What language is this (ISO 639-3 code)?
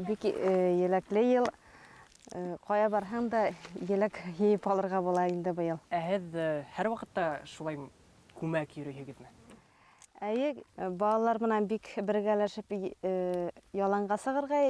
bak